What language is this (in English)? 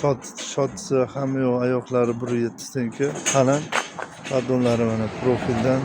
Uzbek